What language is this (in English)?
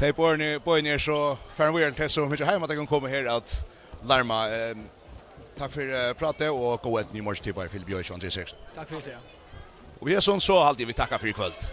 Faroese